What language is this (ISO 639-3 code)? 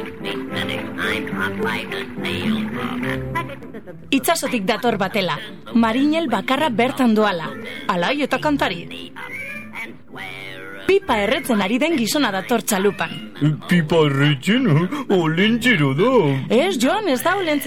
eus